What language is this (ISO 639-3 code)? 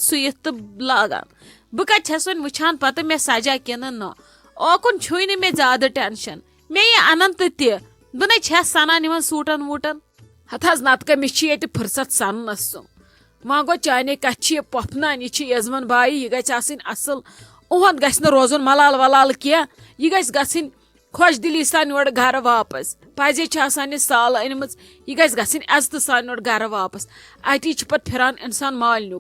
kas